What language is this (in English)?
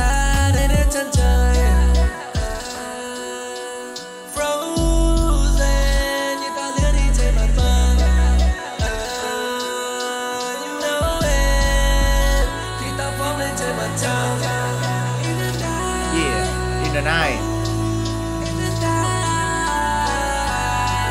Vietnamese